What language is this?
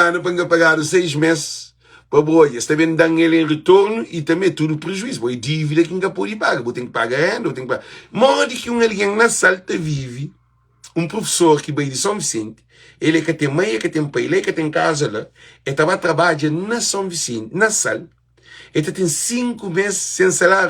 Kabuverdianu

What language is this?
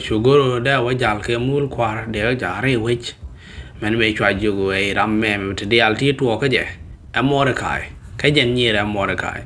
Nuer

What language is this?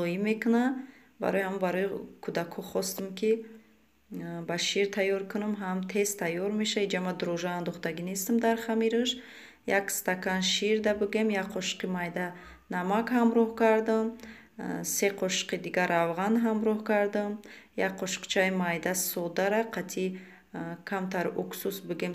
Tajik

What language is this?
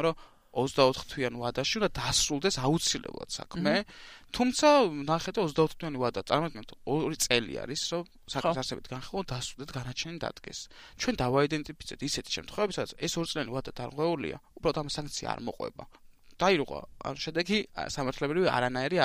Georgian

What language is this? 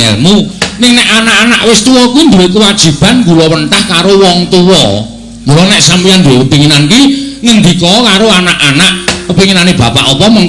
Javanese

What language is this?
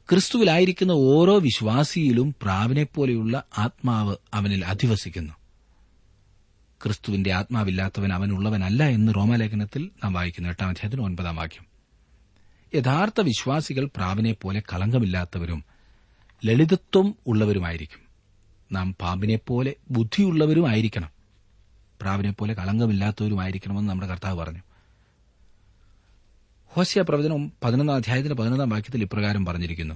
Malayalam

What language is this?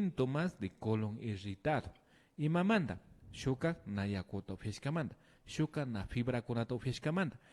Imbabura Highland Quichua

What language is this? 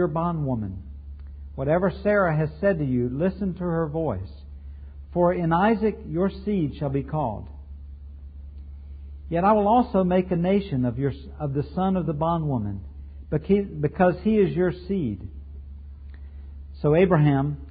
English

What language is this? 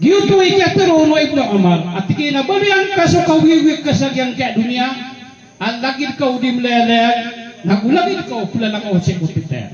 Maranao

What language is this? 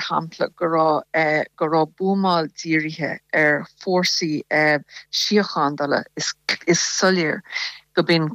Irish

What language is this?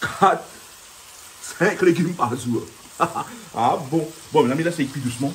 Réunion Creole French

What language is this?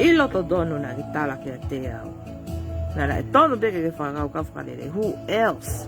Tongan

